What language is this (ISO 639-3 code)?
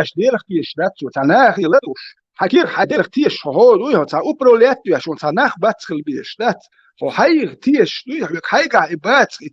che